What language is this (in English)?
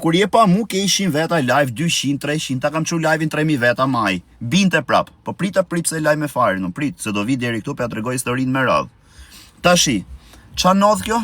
Albanian